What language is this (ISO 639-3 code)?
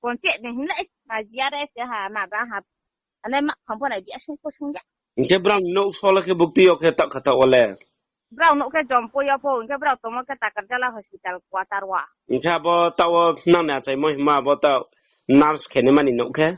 ria